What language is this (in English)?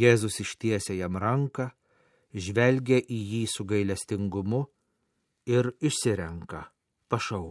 Lithuanian